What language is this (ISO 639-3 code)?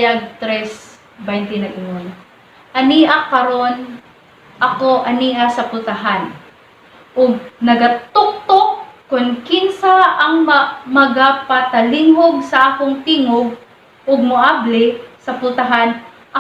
ceb